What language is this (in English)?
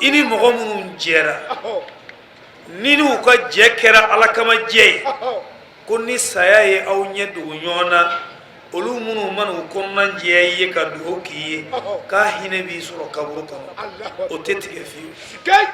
Bambara